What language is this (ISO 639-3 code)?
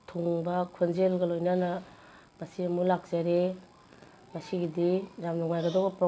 mni